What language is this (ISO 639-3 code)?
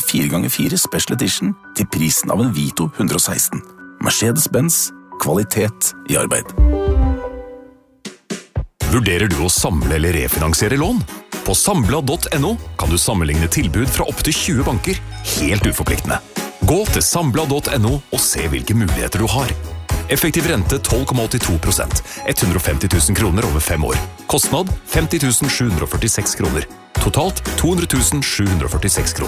nor